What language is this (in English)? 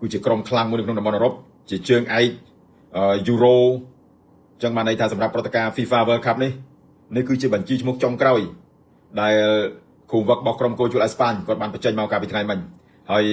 Khmer